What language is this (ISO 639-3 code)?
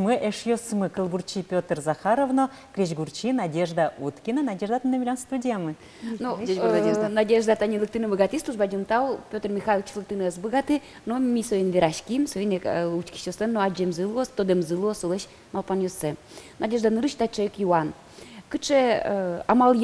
udm